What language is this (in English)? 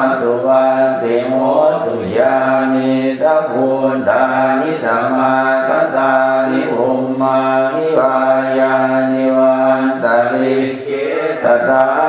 Pali